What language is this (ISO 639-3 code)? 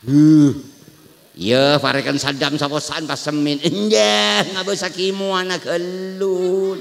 mad